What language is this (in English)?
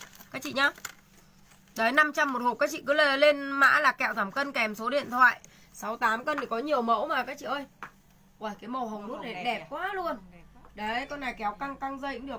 Vietnamese